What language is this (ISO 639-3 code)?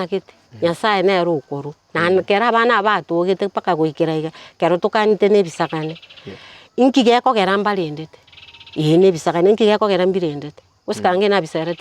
guz